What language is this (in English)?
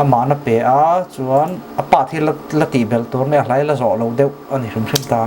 Mizo